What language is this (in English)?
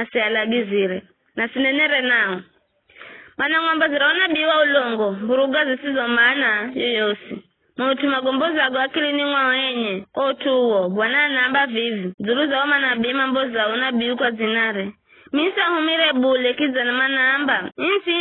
Giryama